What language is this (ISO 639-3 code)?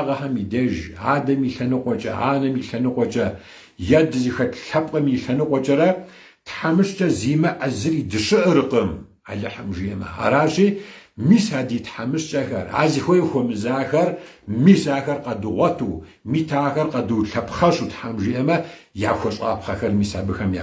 kbd